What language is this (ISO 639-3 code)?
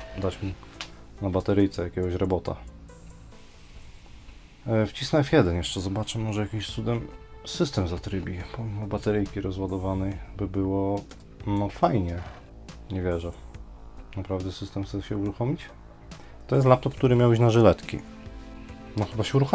pol